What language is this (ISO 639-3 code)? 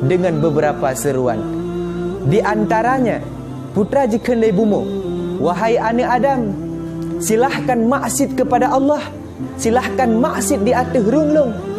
ace